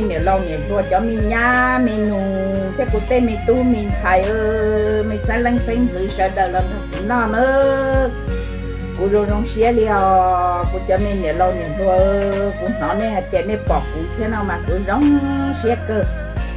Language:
Hmong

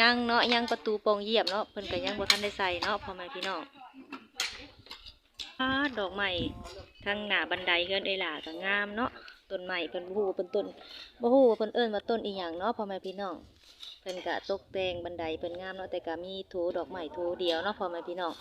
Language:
Lao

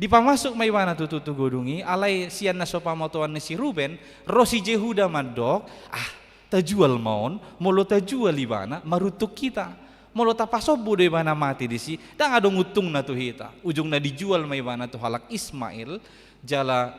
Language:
Batak Toba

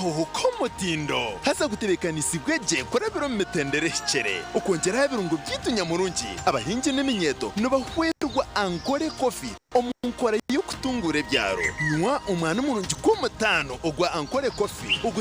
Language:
Nyankole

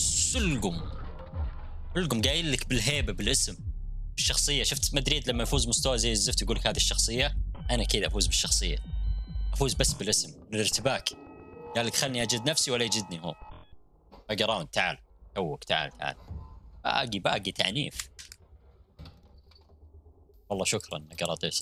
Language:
Arabic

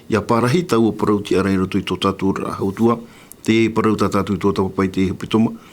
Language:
Tahitian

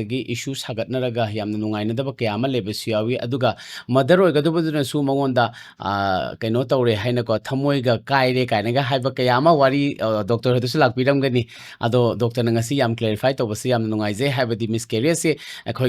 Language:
Manipuri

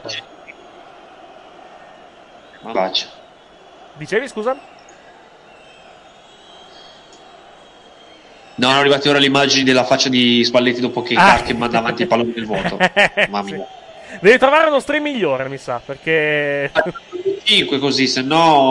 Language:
Italian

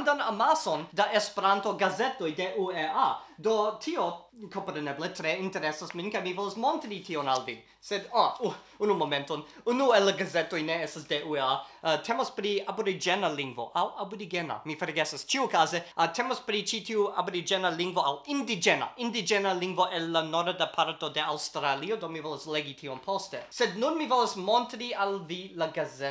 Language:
Esperanto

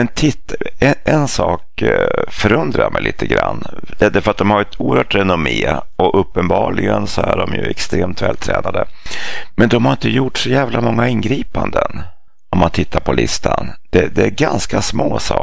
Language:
Swedish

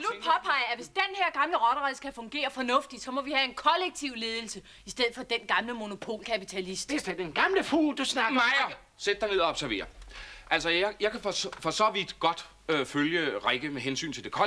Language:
Danish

